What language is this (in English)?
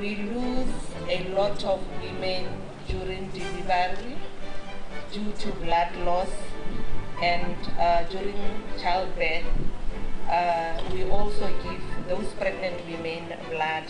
Tswana